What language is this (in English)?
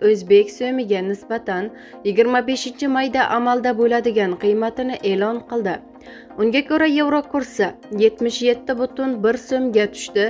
Uzbek